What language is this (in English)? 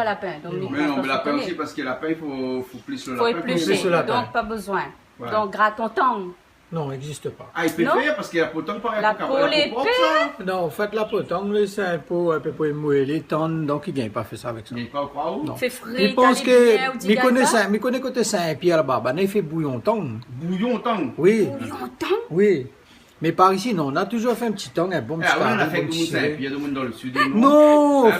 Réunion Creole French